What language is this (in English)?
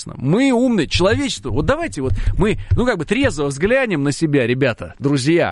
Russian